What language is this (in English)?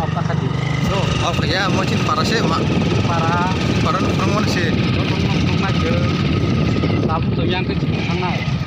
Kok Borok